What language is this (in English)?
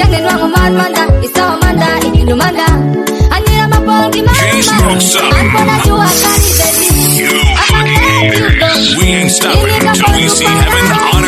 Swahili